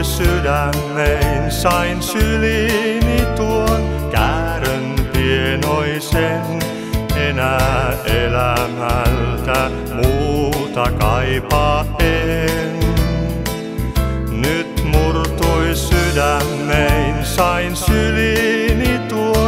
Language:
Finnish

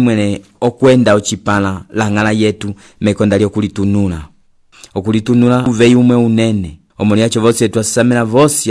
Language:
Umbundu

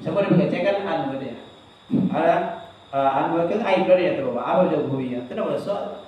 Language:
Minangkabau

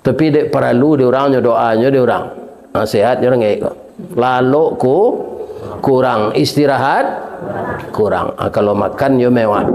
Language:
Minangkabau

